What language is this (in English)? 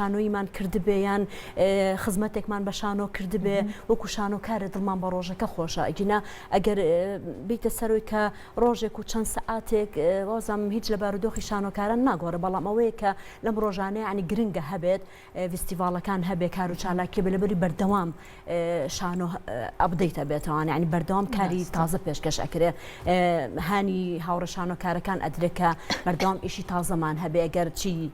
Central Kurdish